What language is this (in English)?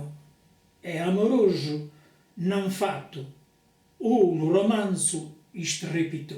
Sardinian